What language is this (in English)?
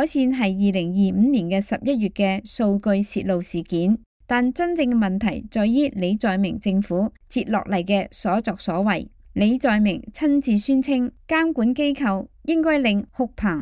Cantonese